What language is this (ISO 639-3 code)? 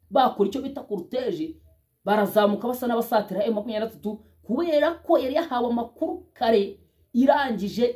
kin